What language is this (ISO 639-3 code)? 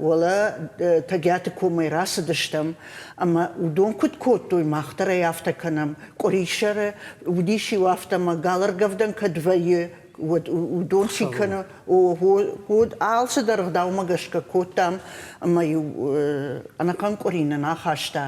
oss